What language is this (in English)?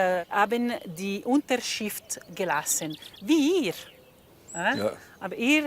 Swiss German